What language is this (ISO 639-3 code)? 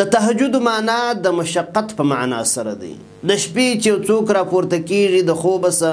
pus